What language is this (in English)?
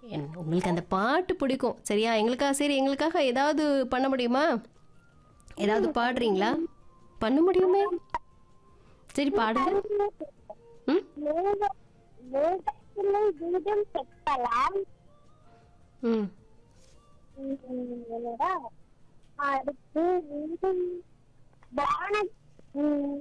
Tamil